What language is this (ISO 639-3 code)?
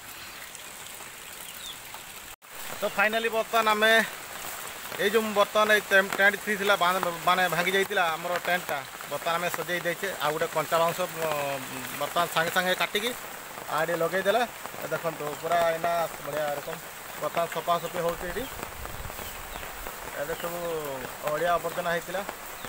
ori